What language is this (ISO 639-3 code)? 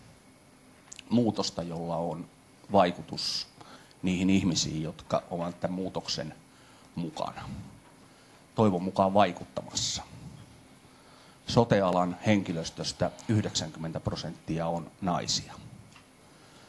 fin